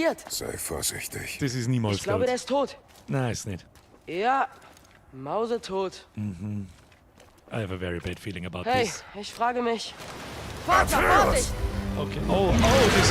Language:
Bavarian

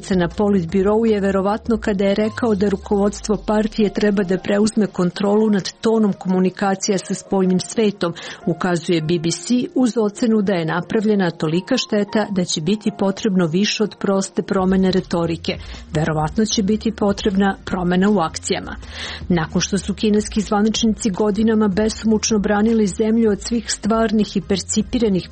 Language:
Serbian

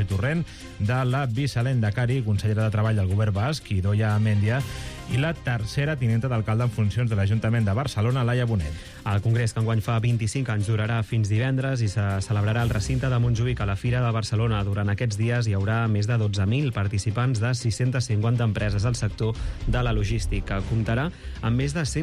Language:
Catalan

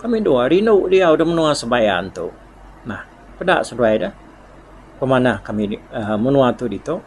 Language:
Iban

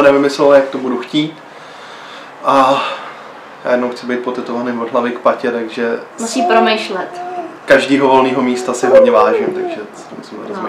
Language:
Czech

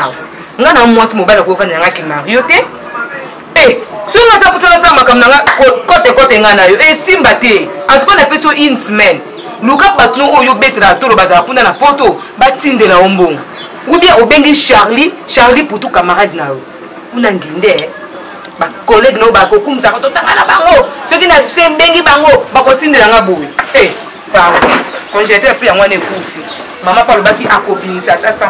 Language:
Lingala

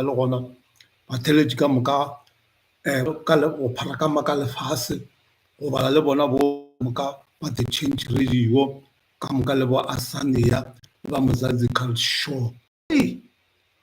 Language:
Northern Sotho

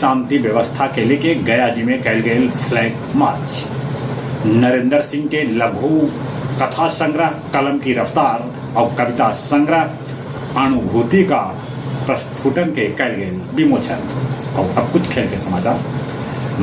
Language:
Magahi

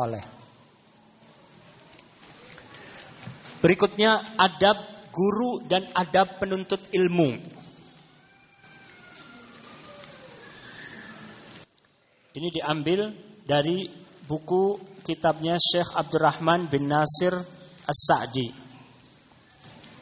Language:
Indonesian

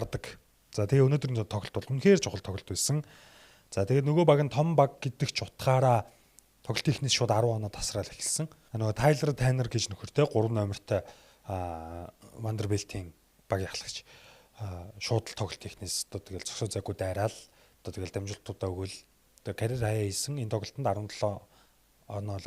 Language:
Mongolian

